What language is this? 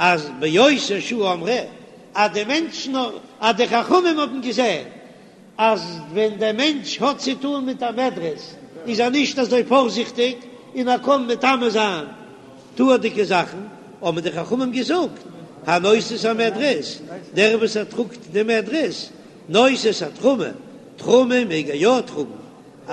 Yiddish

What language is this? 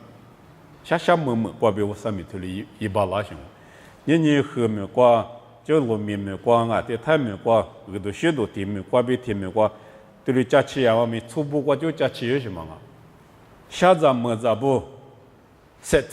Lisu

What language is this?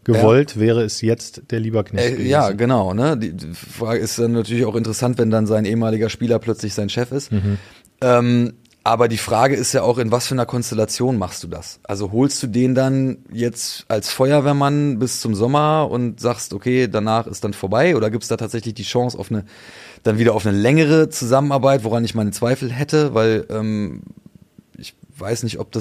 German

